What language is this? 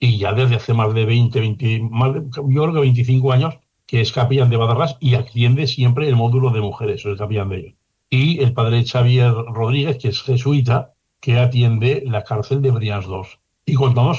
Spanish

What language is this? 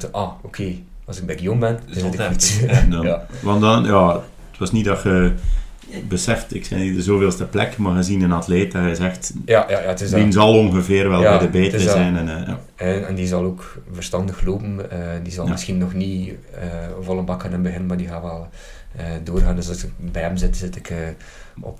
Dutch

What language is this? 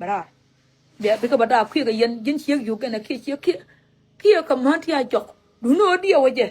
Nuer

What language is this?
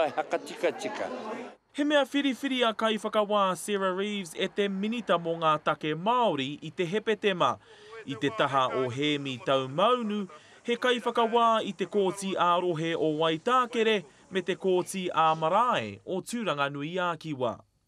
Māori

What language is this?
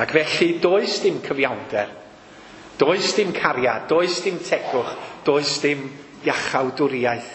Welsh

